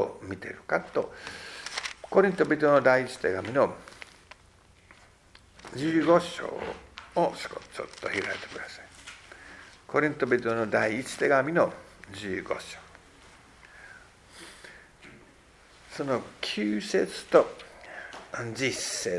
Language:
Japanese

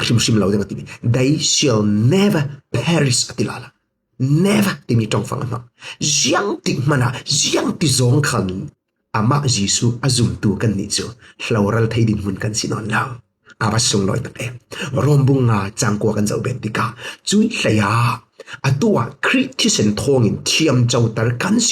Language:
Falam Chin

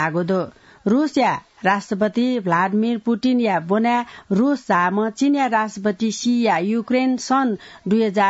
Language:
Newari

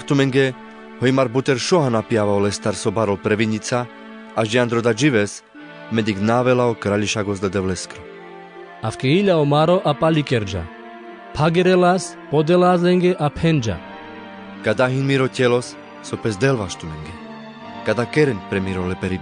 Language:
Carpathian Romani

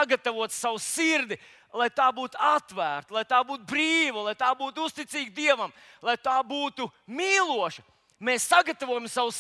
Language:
Latvian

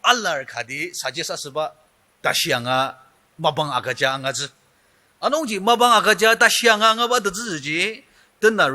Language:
Ao Naga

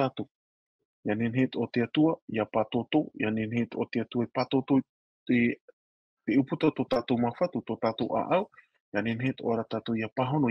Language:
Tahitian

